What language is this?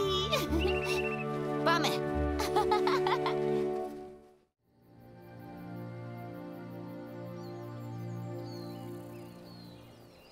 Greek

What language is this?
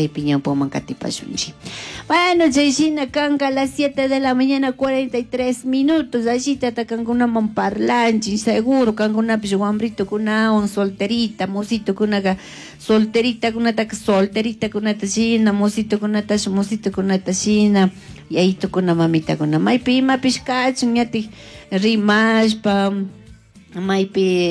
Chimborazo Highland Quichua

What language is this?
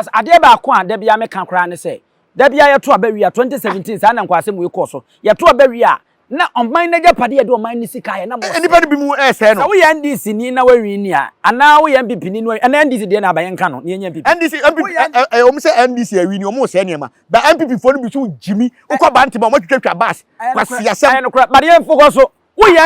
Akan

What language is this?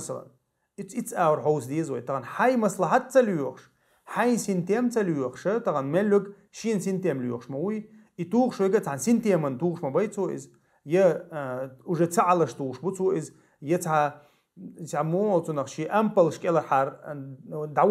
Chechen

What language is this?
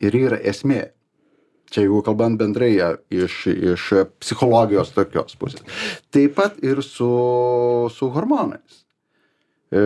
Lithuanian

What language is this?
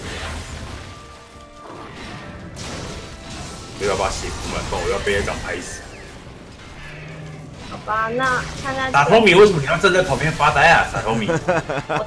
Chinese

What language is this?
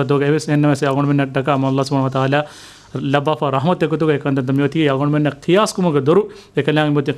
Divehi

